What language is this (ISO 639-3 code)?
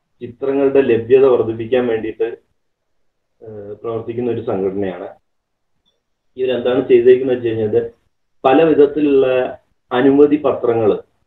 mal